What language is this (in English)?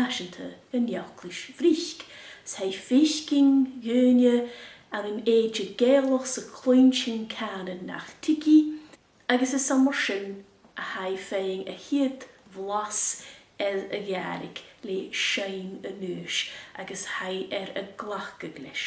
Scottish Gaelic